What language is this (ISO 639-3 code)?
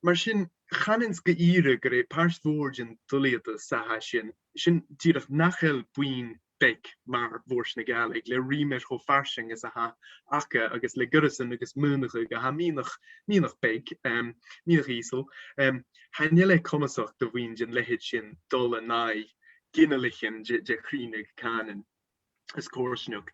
gla